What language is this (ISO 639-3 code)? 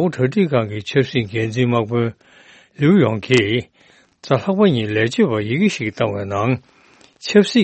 bod